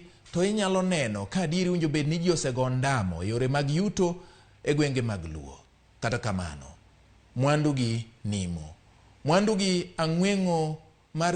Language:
Luo (Kenya and Tanzania)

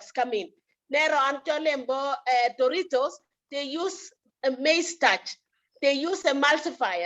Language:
Kalenjin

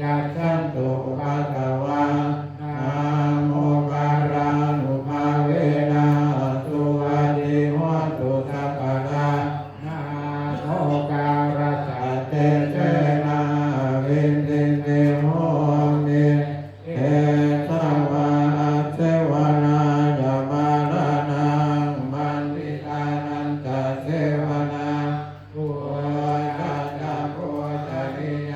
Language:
Pali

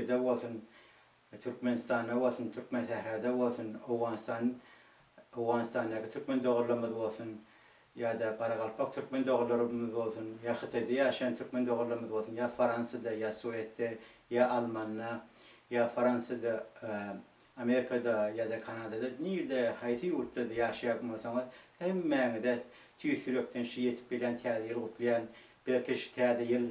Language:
Turkmen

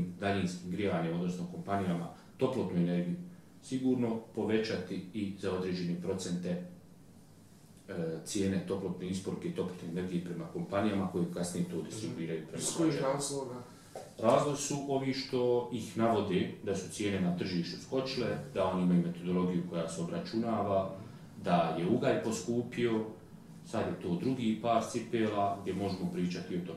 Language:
Bosnian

